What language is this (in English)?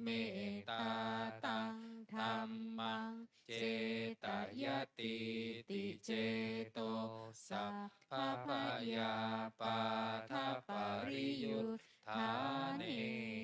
Pali